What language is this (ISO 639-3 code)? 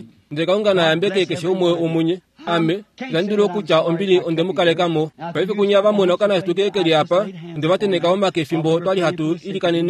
kua